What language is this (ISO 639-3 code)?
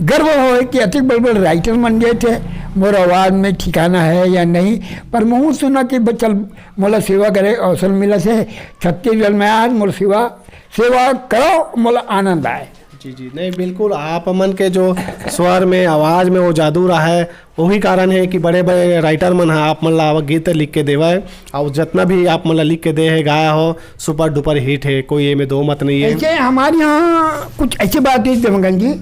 hne